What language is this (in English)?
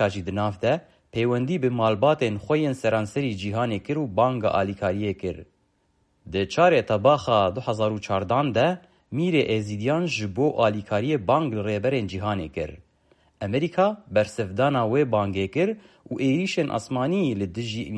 Kurdish